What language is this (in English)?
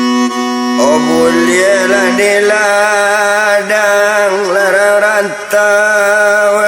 Minangkabau